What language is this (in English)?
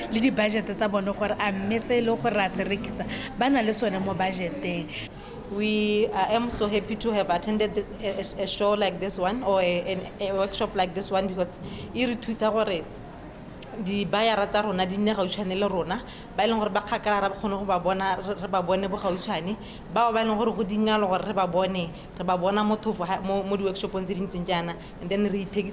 Tswana